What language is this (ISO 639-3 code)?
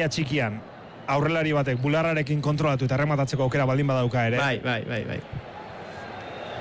eus